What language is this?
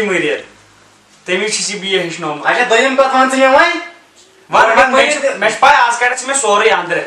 Kashmiri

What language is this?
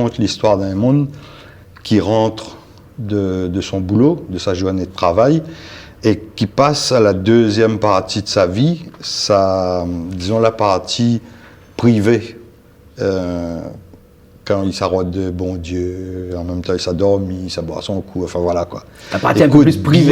Réunion Creole French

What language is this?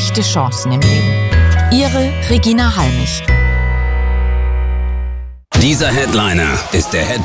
German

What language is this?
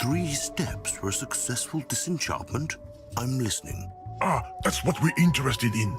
Bavarian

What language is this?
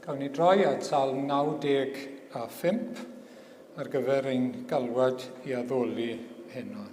Welsh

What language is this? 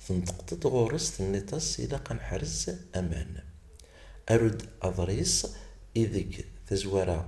Kabyle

